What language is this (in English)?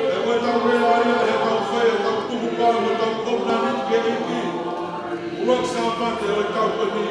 Tongan